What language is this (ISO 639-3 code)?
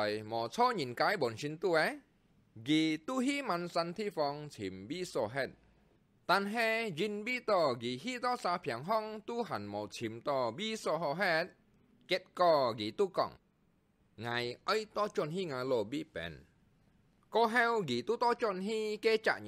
hak